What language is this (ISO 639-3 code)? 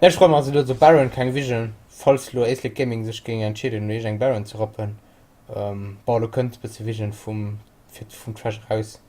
ltz